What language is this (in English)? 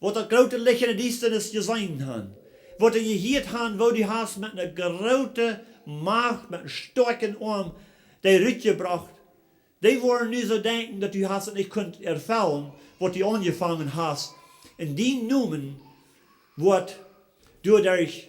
Plautdietsch